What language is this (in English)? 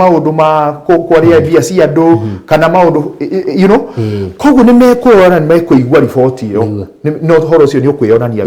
Kikuyu